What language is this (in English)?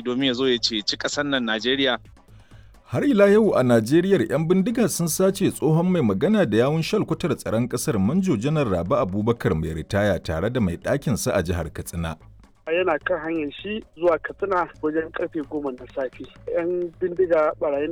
Hausa